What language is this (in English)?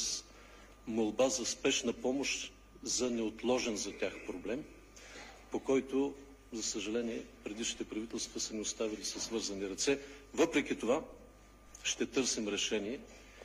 Bulgarian